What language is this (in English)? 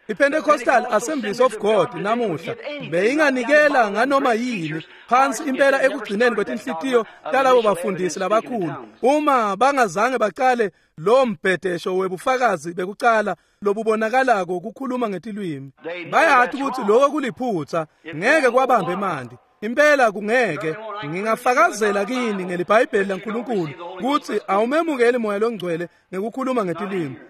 Swati